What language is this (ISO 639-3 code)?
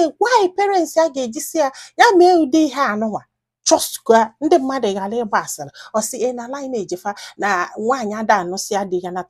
ibo